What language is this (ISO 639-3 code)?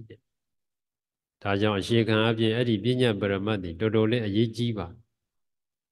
mya